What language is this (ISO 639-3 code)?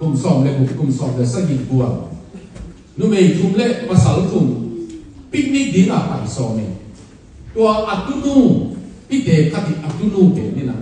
ctd